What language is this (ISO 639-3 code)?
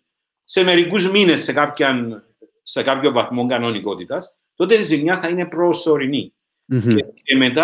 ell